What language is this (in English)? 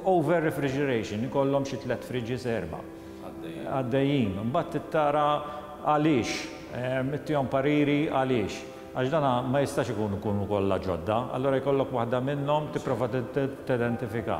Maltese